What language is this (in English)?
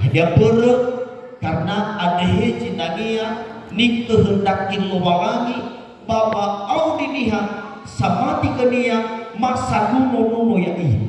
Nias